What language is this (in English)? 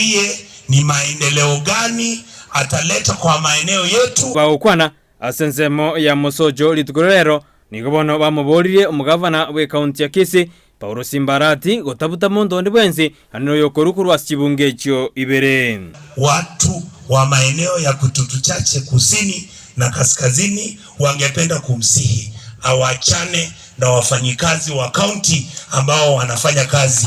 Gusii